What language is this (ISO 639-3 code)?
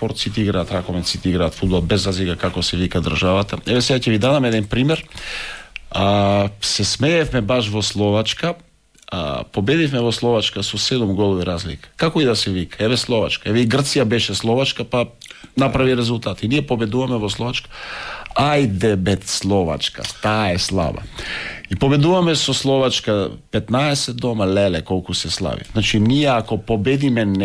mkd